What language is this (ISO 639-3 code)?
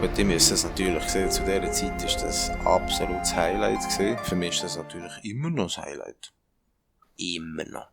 gsw